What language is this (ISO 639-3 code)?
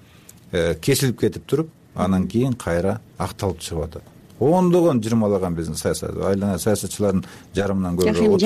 kir